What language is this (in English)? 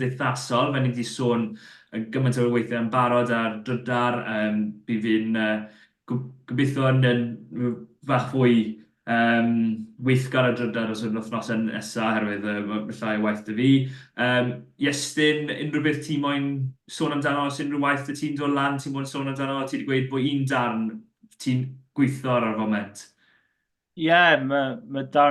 Welsh